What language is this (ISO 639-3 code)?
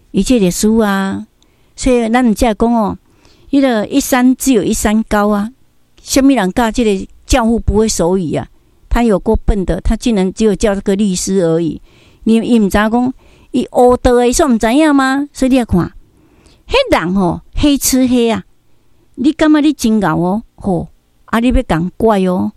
nan